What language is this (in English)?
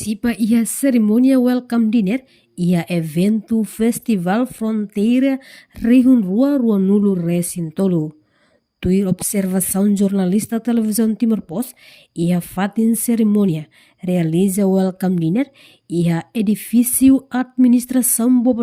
Tetum